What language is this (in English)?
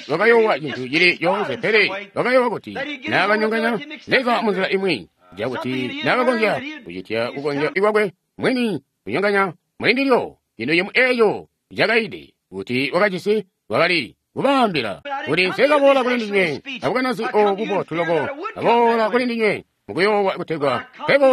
Tonga (Zambia)